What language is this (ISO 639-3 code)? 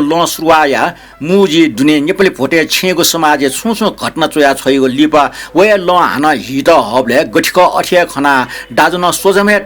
new